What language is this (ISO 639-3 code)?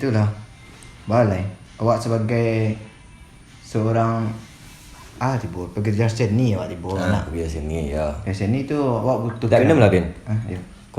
min